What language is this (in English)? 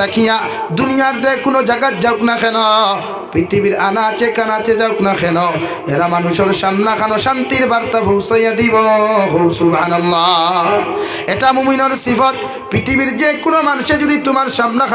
Sylheti